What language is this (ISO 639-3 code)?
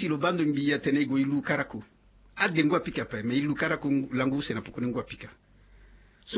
sag